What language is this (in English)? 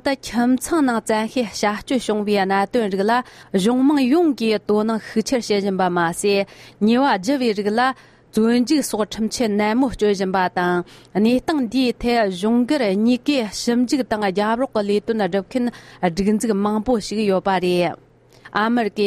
Tibetan